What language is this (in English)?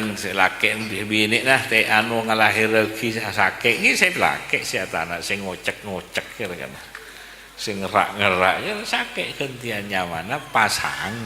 Madurese